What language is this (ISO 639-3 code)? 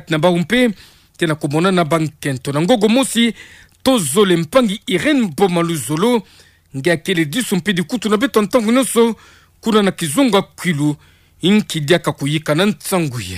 ktu